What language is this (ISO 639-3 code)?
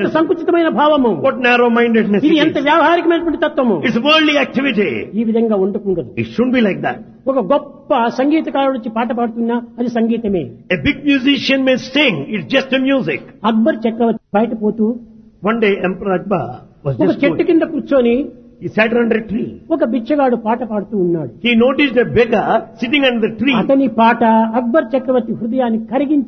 tel